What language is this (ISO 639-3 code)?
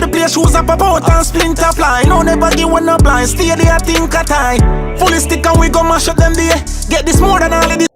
jam